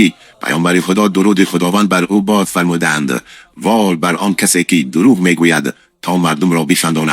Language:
Tajik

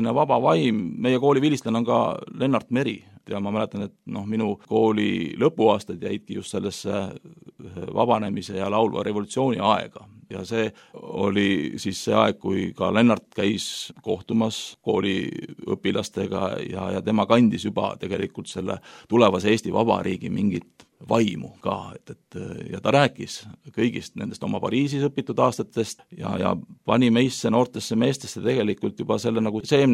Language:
Estonian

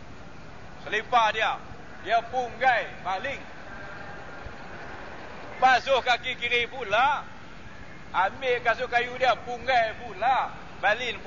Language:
Malay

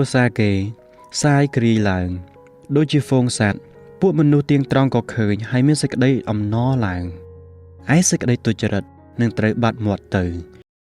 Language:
Khmer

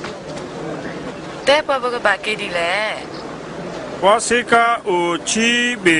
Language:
S'gaw Karen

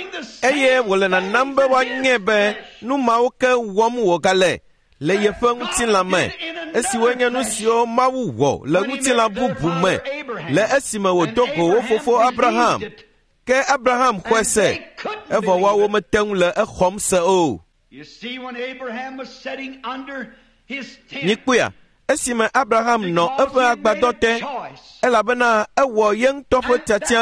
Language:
Ewe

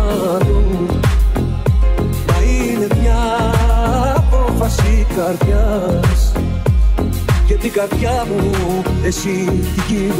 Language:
Greek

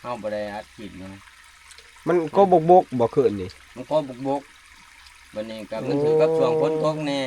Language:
Northeastern Thai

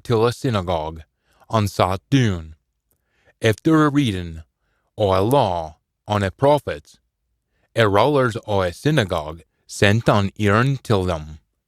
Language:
Scots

